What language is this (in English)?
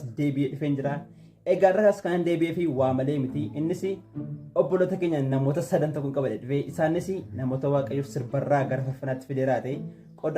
Oromo